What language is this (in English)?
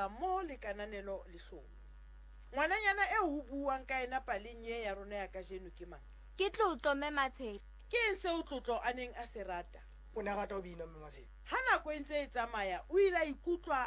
Southern Sotho